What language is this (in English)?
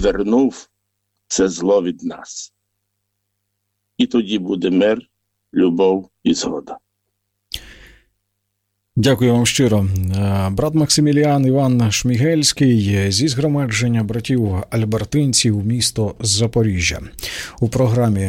Ukrainian